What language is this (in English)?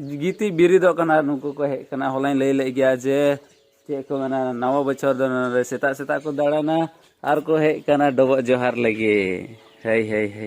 Santali